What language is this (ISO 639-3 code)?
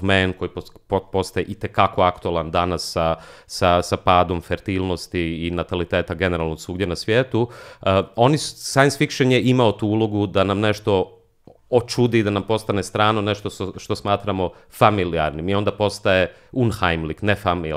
hrv